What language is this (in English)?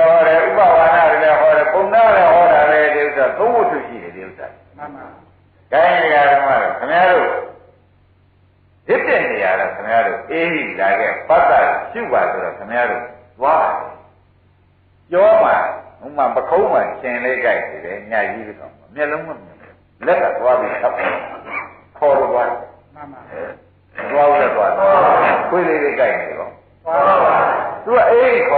Burmese